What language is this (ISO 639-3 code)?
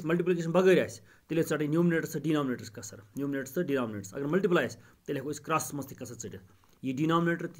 kas